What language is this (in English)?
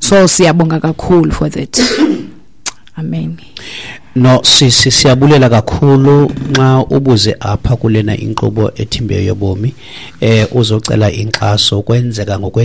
Xhosa